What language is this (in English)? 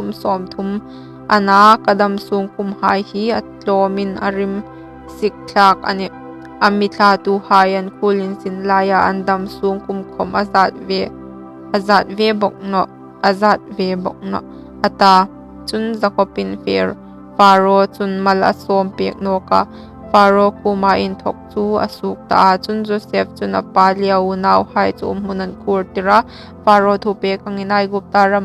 Hmar